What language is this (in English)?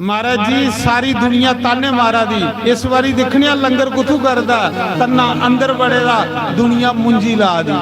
Dogri